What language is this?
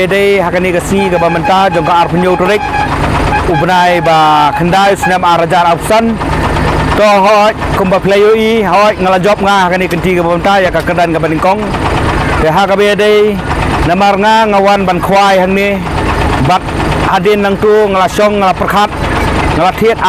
Khasi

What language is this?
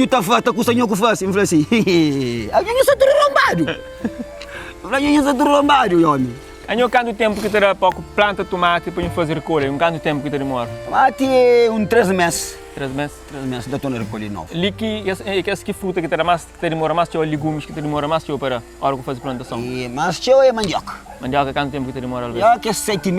Kabuverdianu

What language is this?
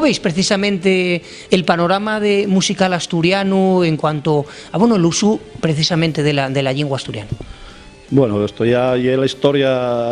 Asturian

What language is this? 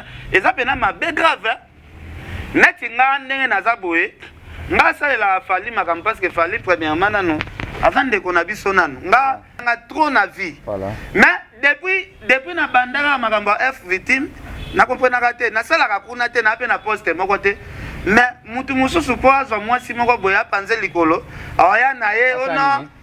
Lingala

